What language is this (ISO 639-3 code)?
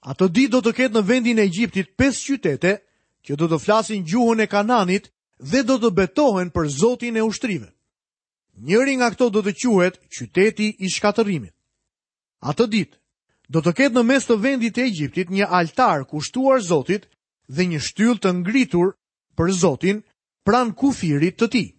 sqi